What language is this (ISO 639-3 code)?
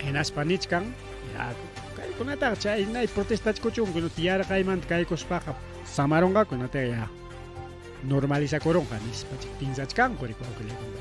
quy